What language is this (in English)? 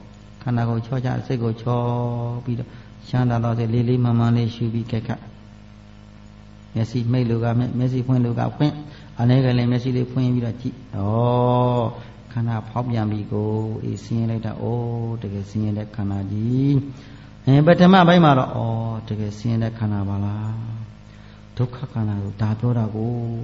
Burmese